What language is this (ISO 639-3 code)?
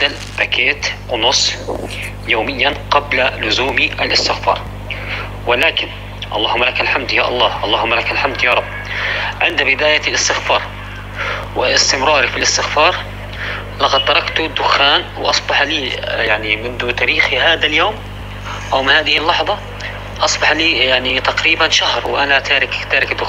apc